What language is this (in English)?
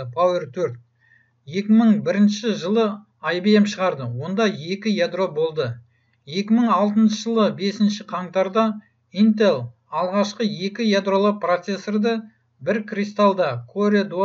Kazakh